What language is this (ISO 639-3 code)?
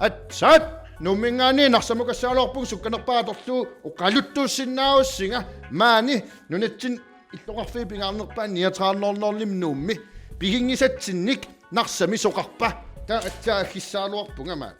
kal